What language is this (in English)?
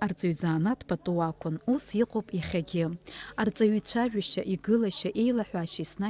Abkhazian